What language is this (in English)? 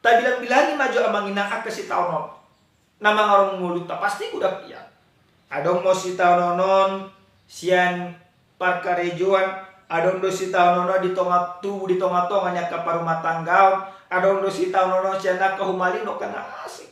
Batak Toba